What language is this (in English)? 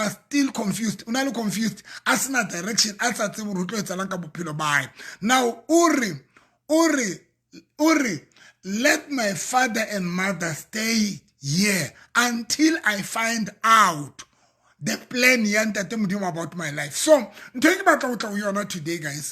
Southern Sotho